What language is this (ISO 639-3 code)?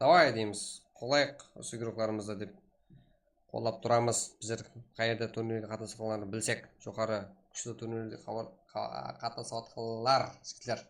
kaa